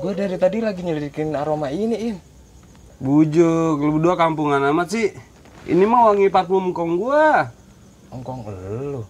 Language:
Betawi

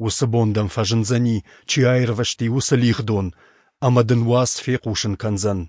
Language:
Ossetic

